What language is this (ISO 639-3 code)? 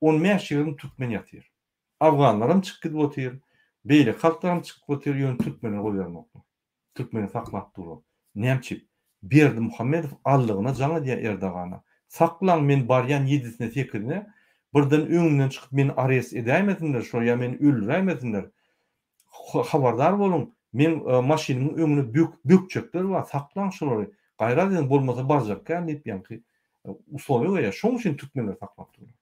tuk